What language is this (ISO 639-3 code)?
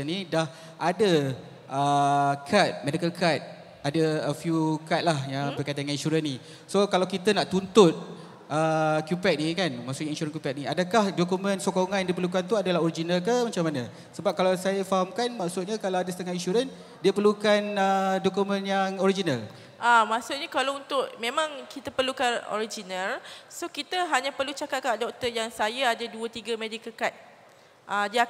msa